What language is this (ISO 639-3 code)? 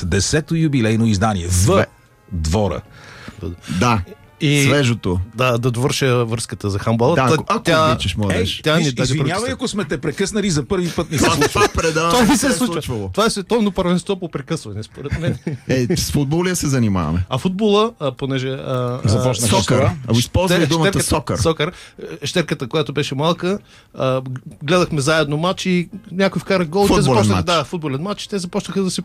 bul